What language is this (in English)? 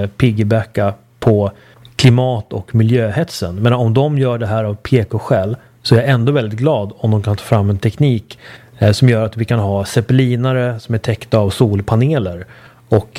Swedish